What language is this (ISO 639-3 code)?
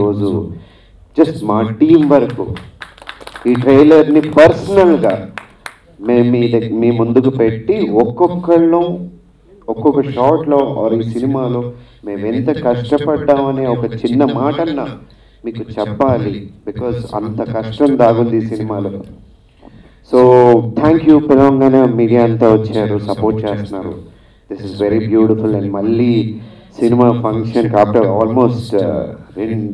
tel